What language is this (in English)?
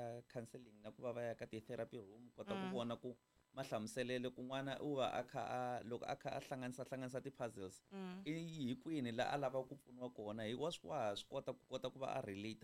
Tsonga